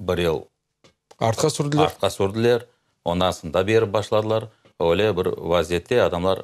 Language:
Crimean Tatar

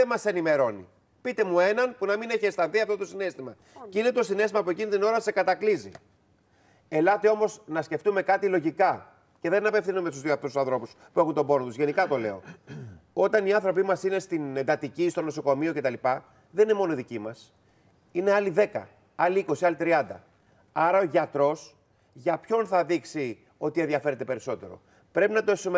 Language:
Greek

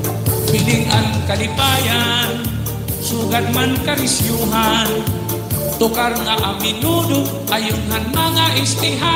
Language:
Waray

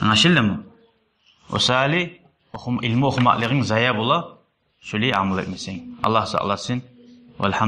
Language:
Kumyk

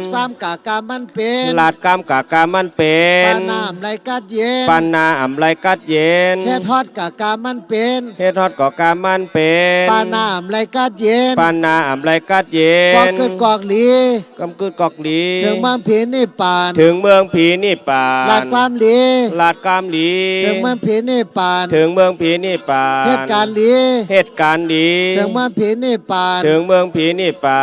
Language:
Shan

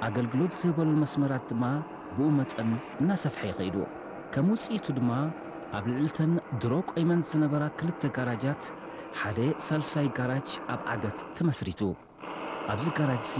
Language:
Tigrinya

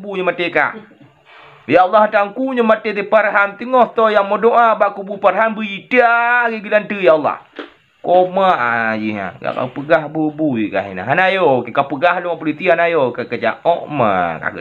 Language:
Achinese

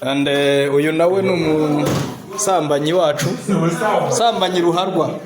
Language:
Kinyarwanda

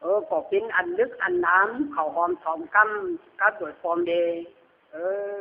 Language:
Lü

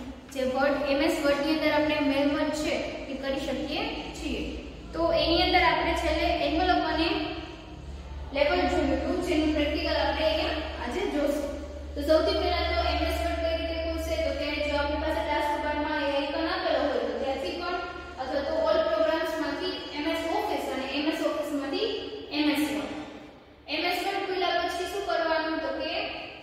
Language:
Gujarati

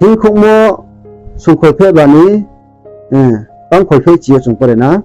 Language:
Riang (India)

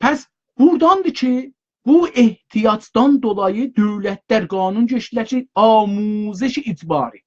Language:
South Azerbaijani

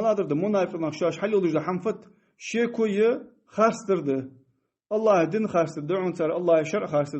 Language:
Ingush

